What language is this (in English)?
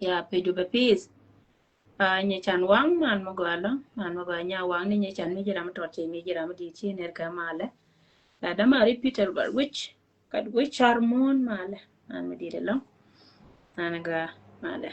Nuer